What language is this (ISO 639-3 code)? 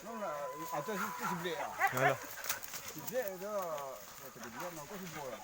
min